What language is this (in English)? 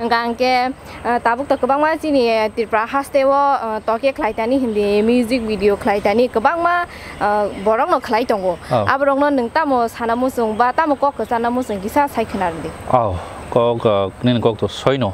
Kok Borok